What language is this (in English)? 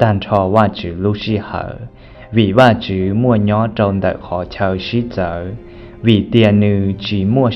Hmong